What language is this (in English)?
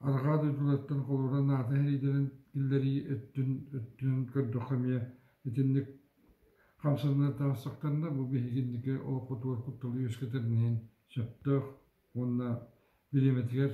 Yakut